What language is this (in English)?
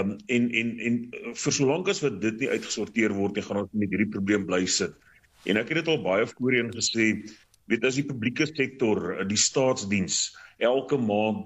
Afrikaans